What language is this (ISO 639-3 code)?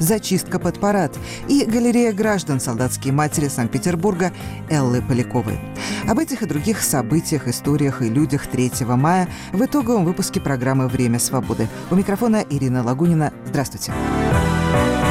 rus